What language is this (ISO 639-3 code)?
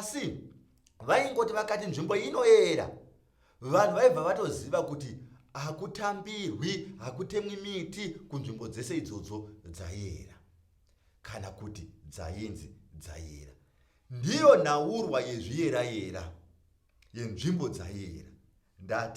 sna